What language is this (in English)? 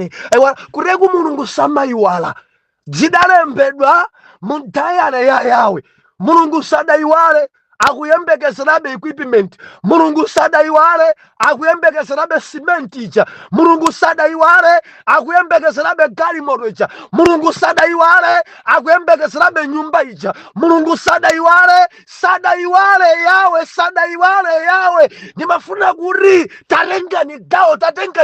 Nyanja